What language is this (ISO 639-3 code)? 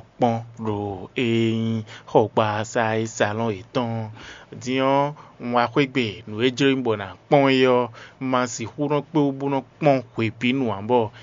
fon